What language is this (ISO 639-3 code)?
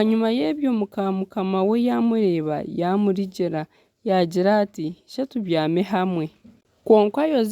nyn